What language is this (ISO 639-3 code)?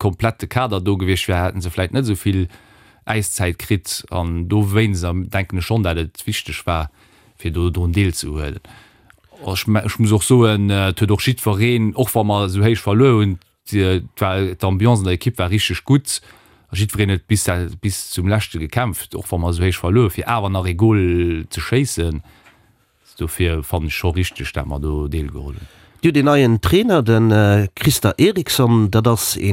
ltz